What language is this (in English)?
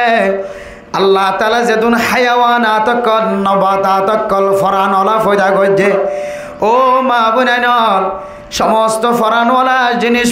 Rohingya